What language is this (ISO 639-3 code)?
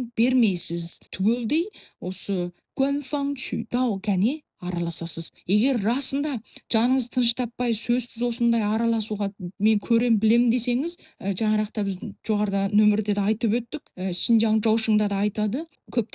kaz